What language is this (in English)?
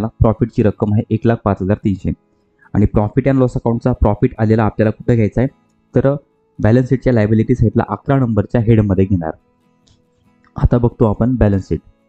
Marathi